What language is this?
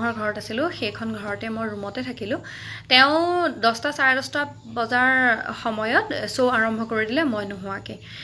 Assamese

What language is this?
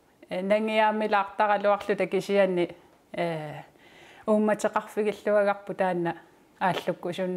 Kalaallisut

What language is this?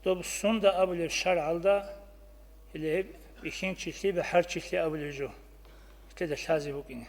Avaric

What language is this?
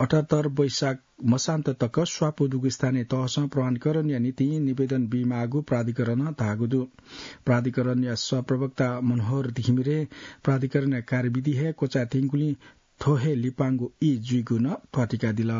Newari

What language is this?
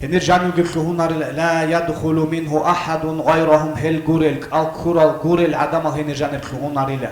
Avaric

